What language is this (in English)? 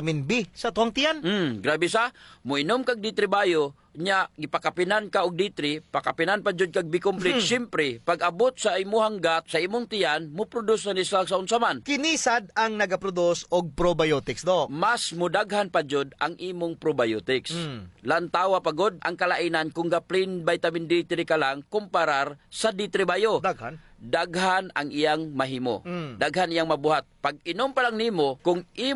Cebuano